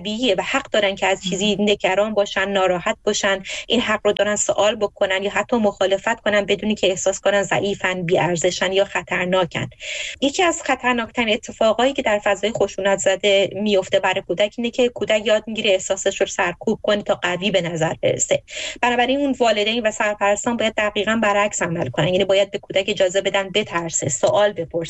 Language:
Persian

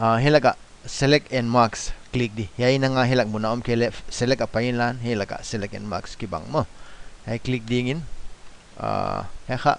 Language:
Paite Chin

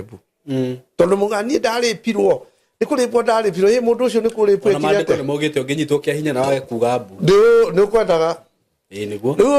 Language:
Kikuyu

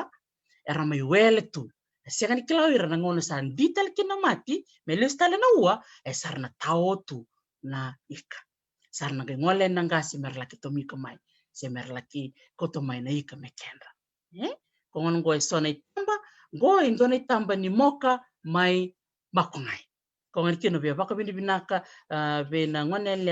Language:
Fijian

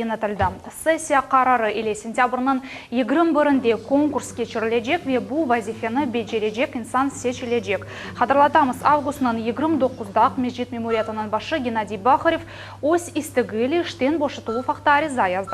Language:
Crimean Tatar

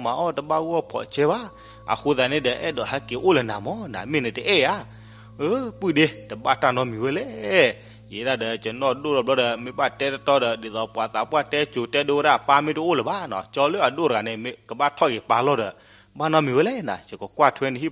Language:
S'gaw Karen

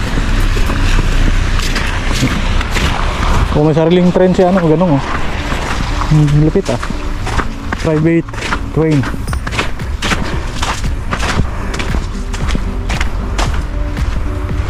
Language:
Filipino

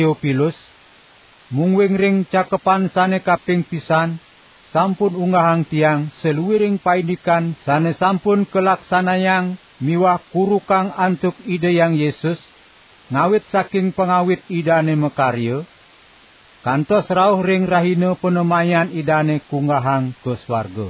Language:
Balinese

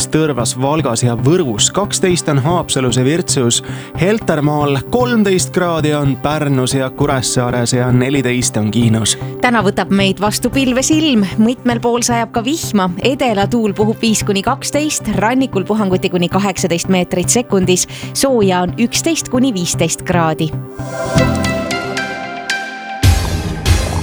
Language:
Estonian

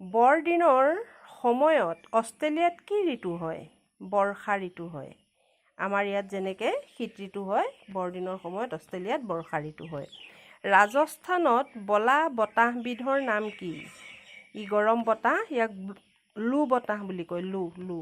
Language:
Assamese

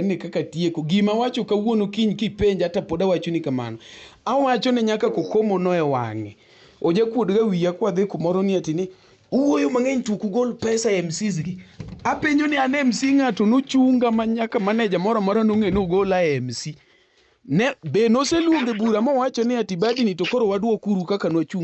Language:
Luo (Kenya and Tanzania)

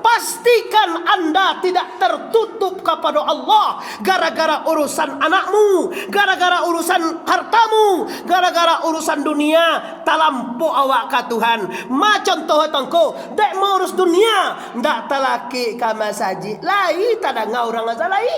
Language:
Minangkabau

